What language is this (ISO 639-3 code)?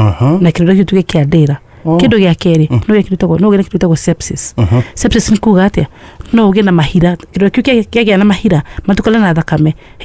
kik